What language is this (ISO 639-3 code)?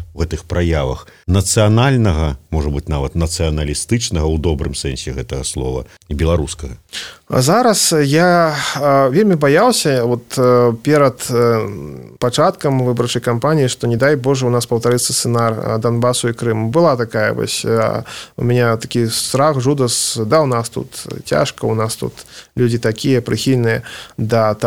bel